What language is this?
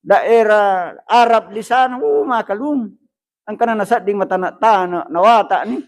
Buginese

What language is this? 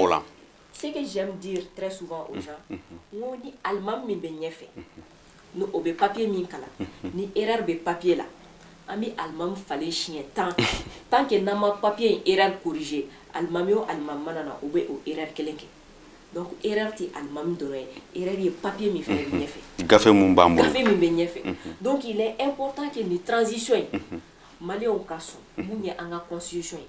Bambara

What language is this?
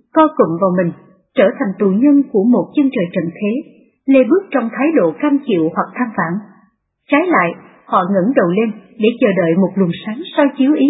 Vietnamese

